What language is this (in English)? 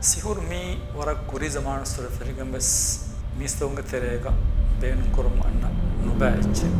Divehi